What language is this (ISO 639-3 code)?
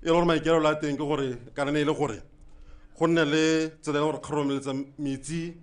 tsn